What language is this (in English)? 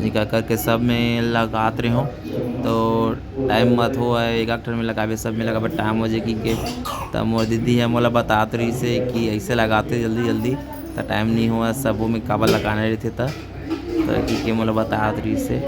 Chhattisgarhi